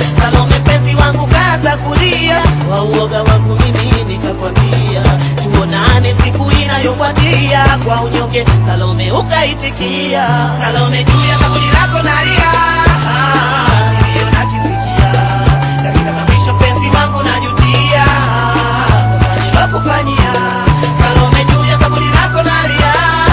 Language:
Swahili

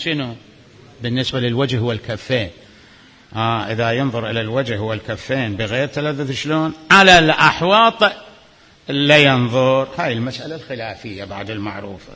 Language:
Mesopotamian Arabic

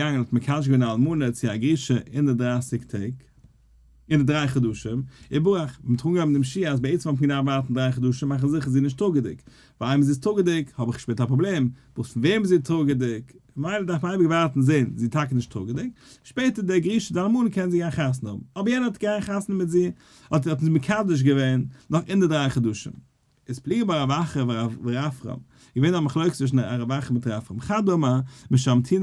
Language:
Yiddish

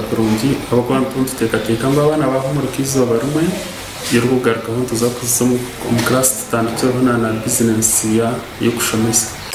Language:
Nyankole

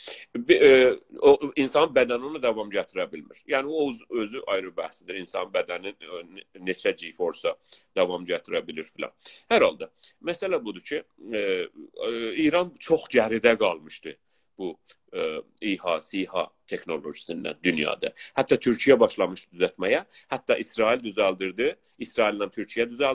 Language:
South Azerbaijani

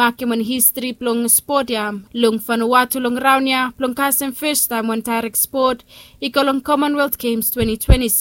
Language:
Bislama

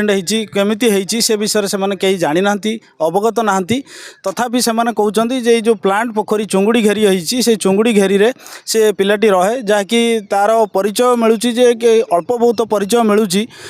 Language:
Odia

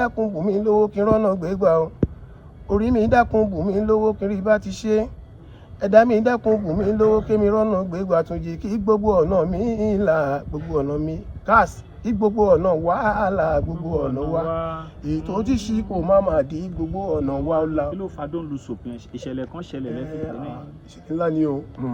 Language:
Yoruba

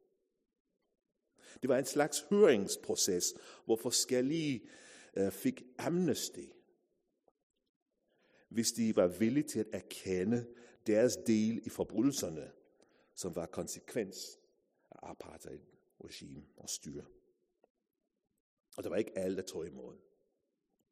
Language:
Danish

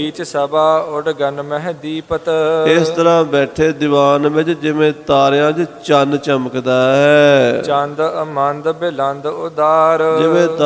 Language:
Punjabi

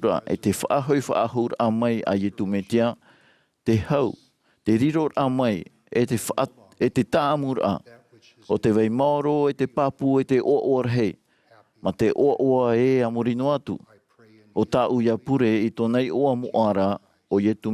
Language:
Tahitian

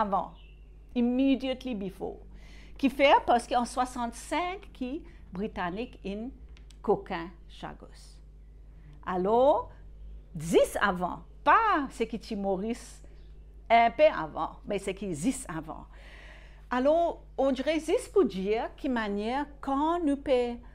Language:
Morisyen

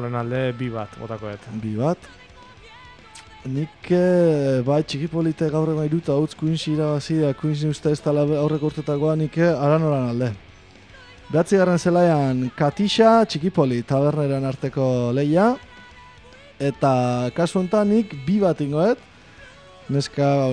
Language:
Basque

